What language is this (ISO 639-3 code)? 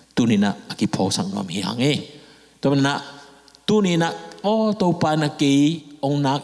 ctd